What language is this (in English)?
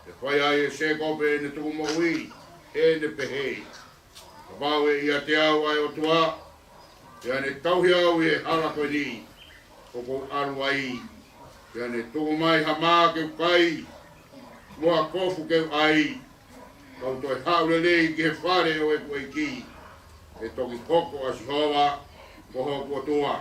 Tongan